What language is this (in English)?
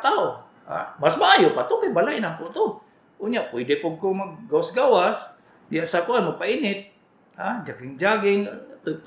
Cebuano